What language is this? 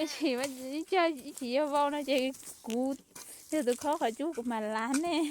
Hmong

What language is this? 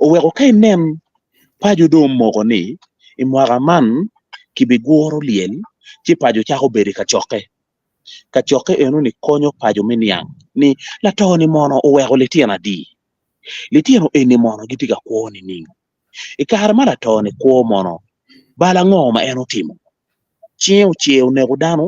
Acoli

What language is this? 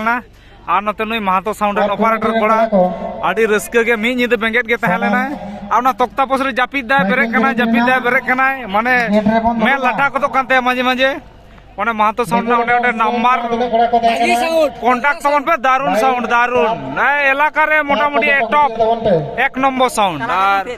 Santali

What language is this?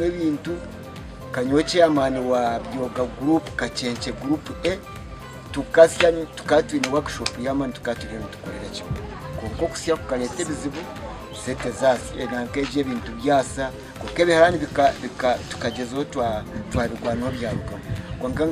Nyankole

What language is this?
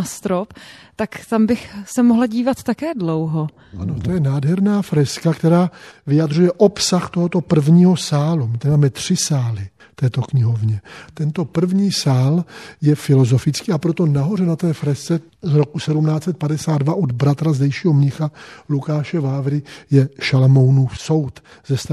Czech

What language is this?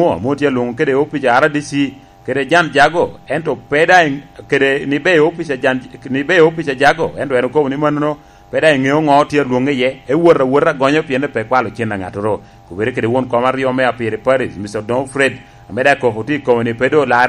Lango (Uganda)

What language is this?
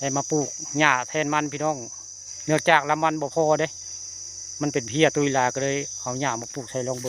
Northeastern Thai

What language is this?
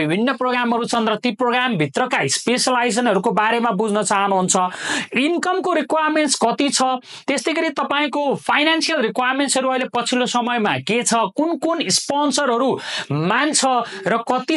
Nepali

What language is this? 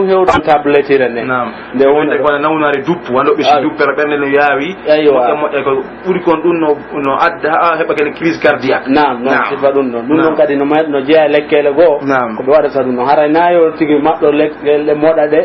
Pular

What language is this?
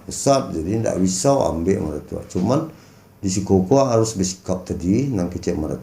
Minangkabau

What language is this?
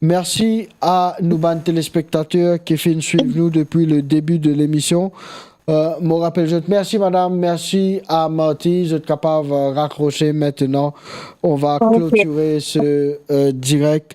Morisyen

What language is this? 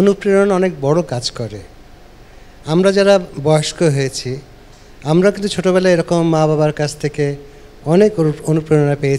Bangla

